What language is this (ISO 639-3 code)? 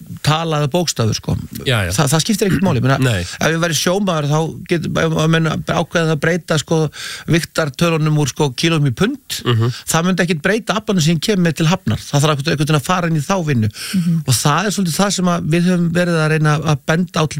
isl